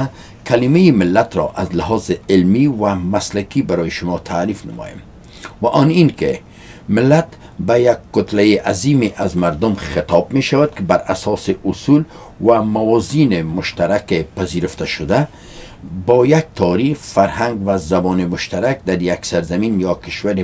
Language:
Persian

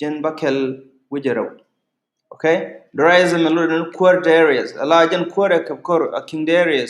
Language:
Nuer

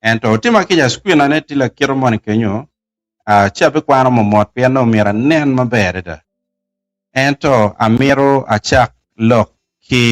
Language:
Acoli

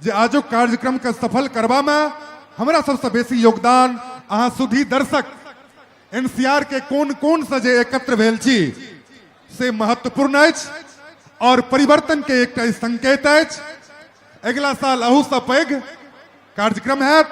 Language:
Maithili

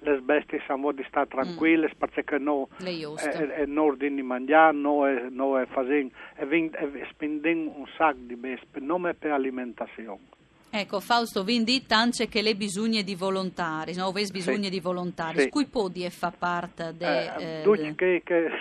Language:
Friulian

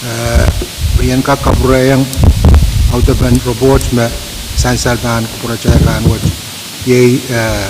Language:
Pohnpeian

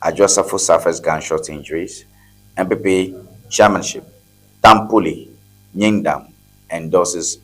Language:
Ewe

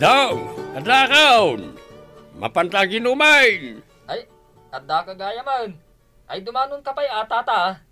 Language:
Iloko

